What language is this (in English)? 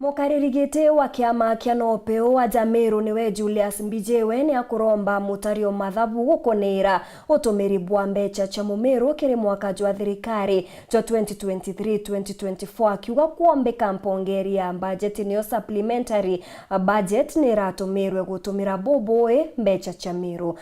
Meru